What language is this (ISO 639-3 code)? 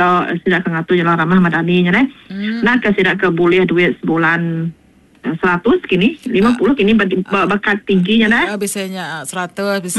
iba